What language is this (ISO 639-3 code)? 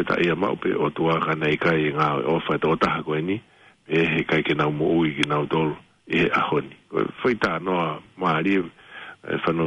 ton